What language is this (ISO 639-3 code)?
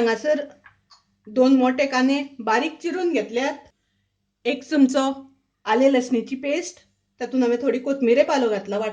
kok